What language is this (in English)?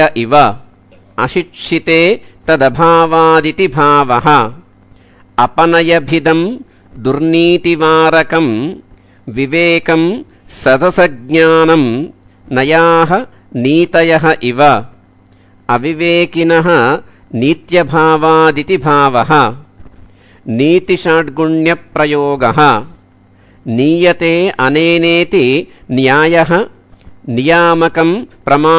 Sanskrit